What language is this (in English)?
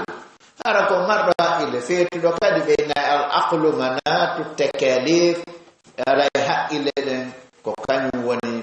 Fula